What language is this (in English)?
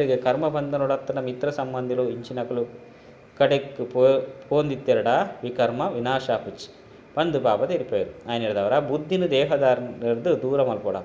Tulu